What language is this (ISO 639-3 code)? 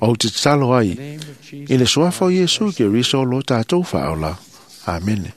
smo